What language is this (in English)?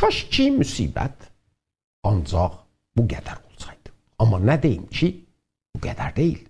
South Azerbaijani